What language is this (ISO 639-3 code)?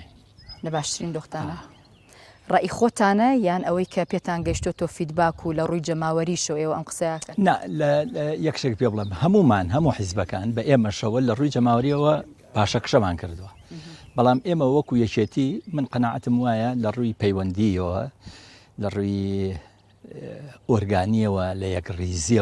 ckb